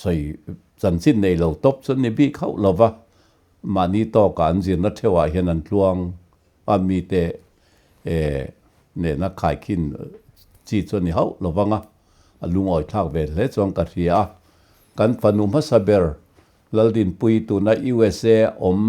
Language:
Mizo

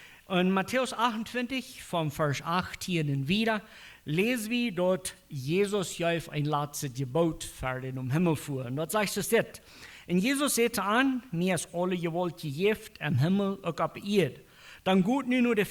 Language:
Plautdietsch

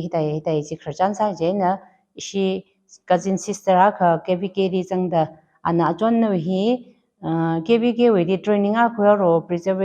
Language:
Tangkhul Naga (India)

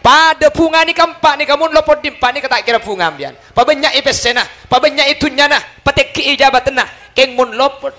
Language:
Madurese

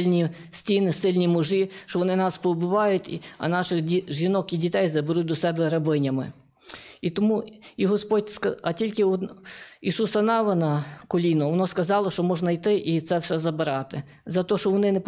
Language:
Ukrainian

